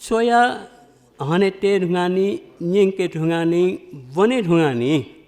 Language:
Newari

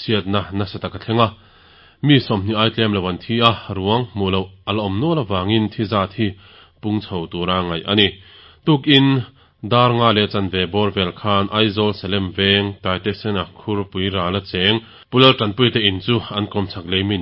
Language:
Mizo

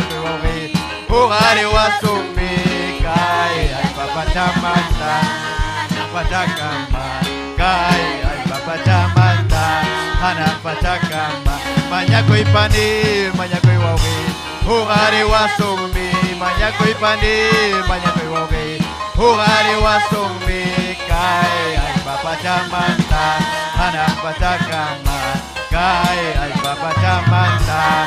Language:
Ayacucho Quechua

